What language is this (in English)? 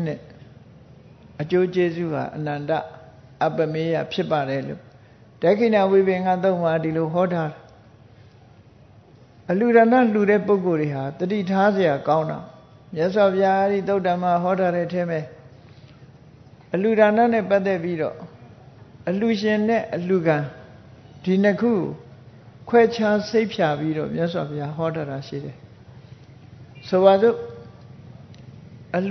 Burmese